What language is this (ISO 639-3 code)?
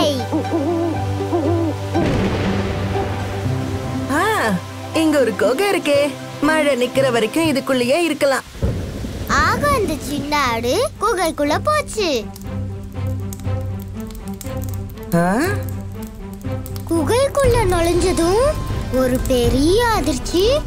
tam